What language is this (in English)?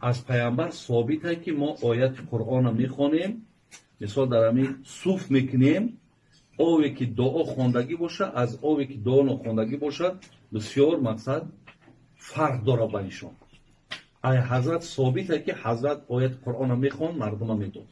Tajik